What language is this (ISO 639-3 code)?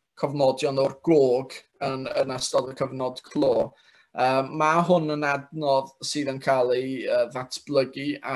cym